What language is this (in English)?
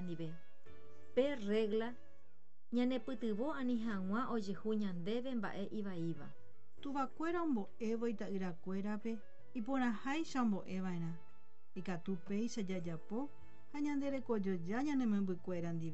Guarani